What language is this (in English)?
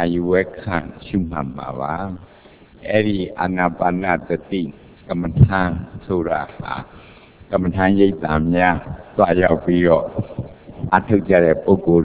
Burmese